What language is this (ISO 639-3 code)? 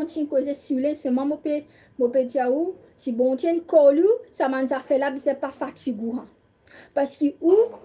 mfe